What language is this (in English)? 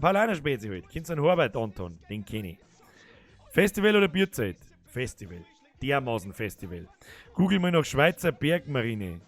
Bavarian